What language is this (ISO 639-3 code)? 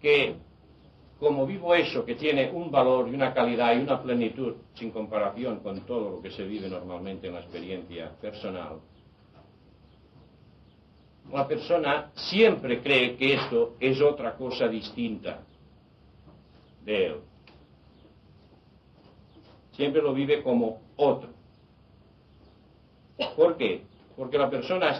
spa